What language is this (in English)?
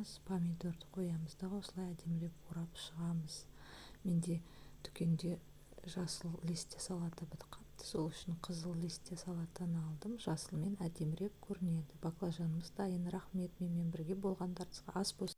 Kazakh